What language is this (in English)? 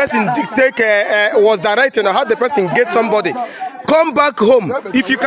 Igbo